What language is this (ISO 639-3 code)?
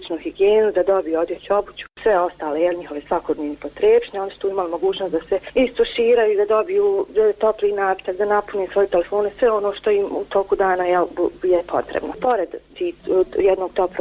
bos